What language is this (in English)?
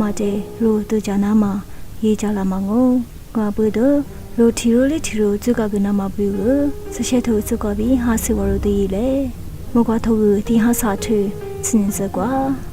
Lisu